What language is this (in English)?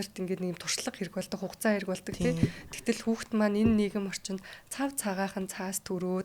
Mongolian